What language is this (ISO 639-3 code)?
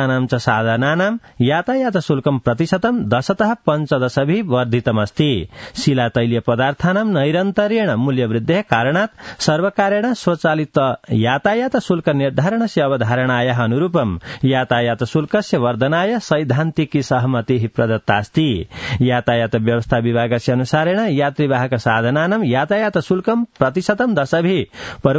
san